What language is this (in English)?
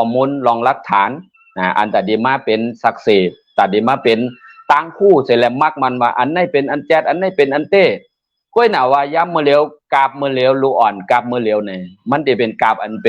Shan